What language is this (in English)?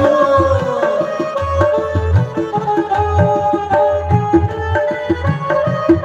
Dogri